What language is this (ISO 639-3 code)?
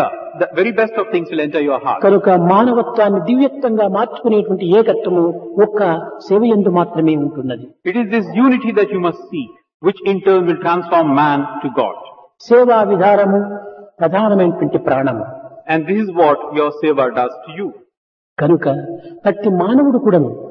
tel